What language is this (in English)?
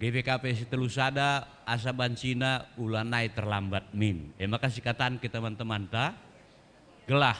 Batak Karo